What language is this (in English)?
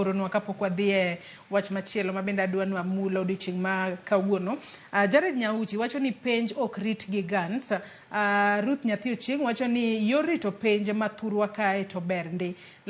Luo (Kenya and Tanzania)